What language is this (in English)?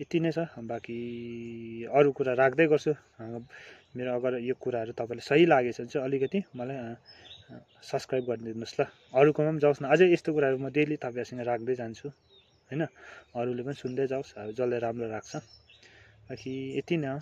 Nepali